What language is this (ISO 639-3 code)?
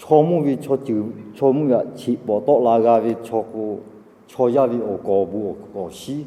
lhu